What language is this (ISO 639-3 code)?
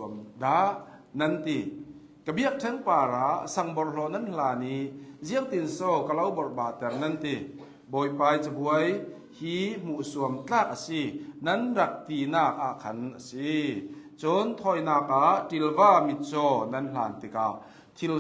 cnh